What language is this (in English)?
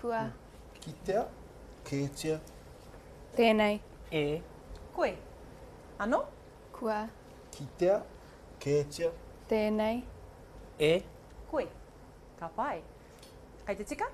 Māori